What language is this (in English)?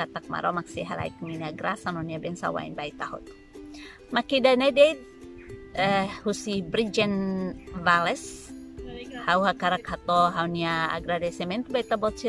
Tetum